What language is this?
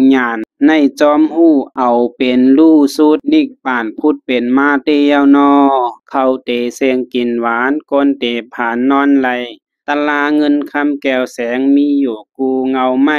Shan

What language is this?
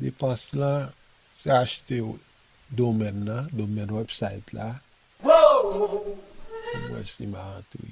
Haitian Creole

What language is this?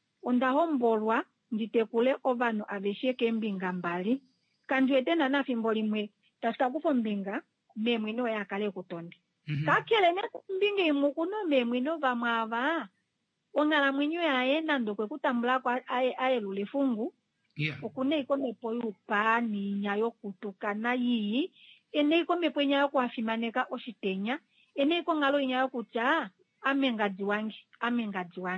Kuanyama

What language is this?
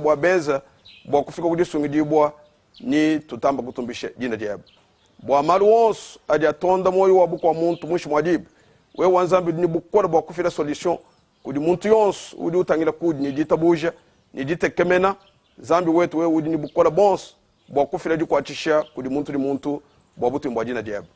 Luba-Lulua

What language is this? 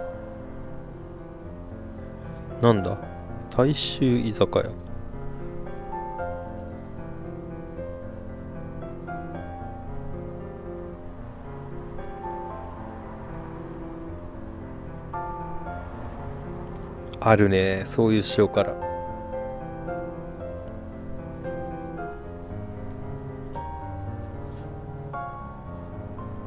Japanese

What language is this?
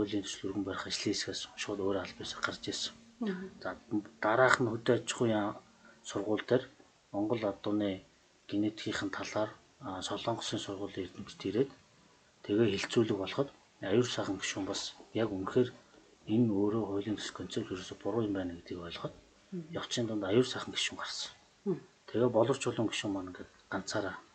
Mongolian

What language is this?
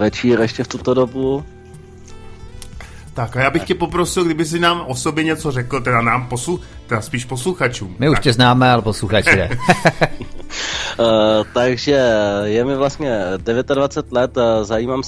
Czech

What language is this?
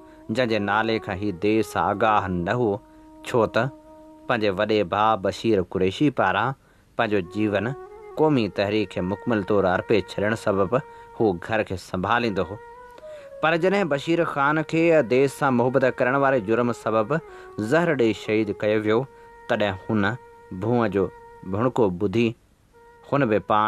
Sindhi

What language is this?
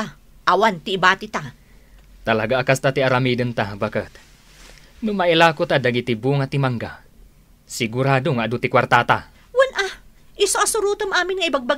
Iloko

